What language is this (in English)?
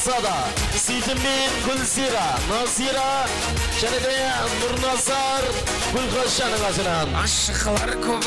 Kara-Kalpak